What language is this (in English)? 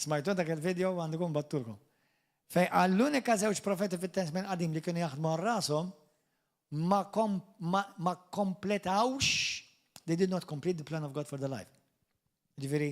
Maltese